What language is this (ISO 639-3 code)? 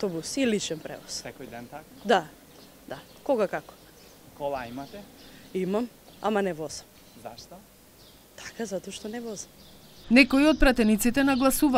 mkd